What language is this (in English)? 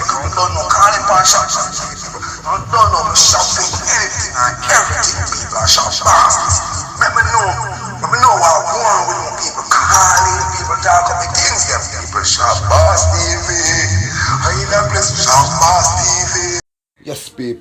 Jamaican Creole English